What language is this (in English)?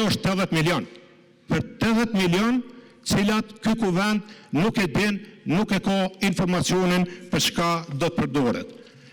Albanian